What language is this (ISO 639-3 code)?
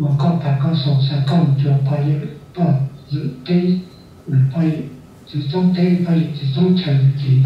hmn